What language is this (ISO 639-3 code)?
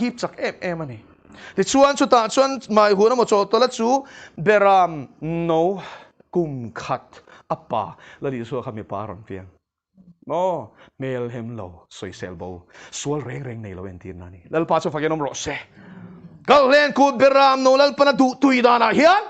lus